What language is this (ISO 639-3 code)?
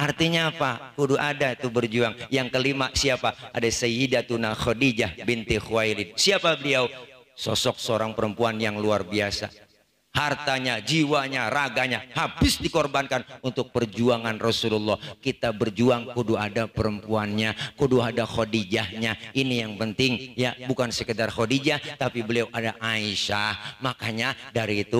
bew